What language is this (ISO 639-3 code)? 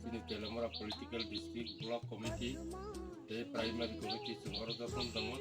trp